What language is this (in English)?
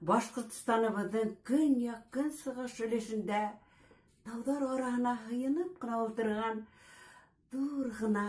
Bashkir